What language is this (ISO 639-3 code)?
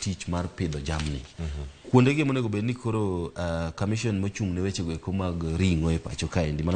luo